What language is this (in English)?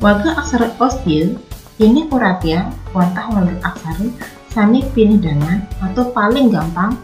Balinese